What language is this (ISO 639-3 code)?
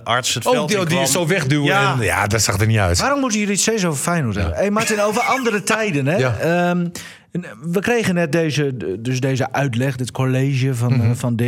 nld